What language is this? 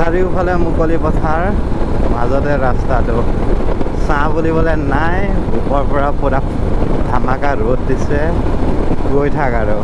Assamese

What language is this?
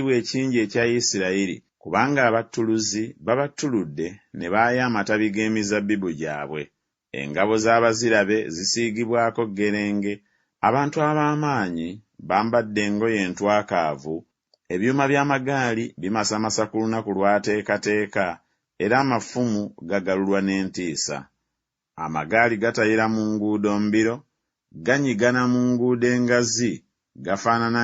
Ganda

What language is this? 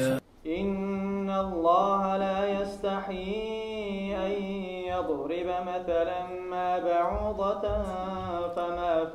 Kumyk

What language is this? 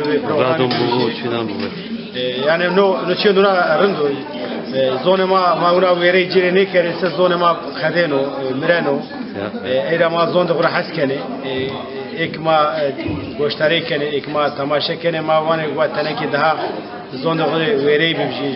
Zaza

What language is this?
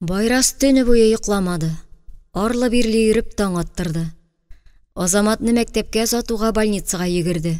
Tatar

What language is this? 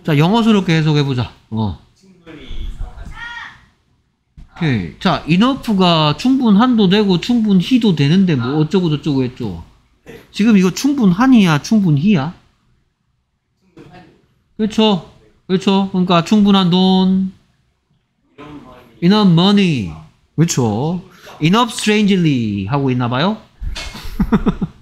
Korean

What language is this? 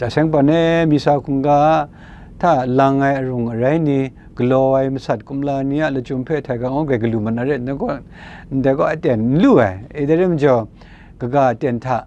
Kachin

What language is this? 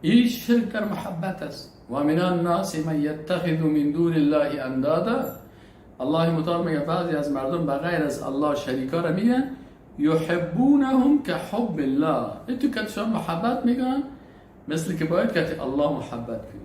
Persian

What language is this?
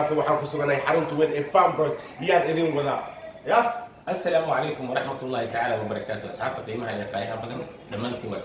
Somali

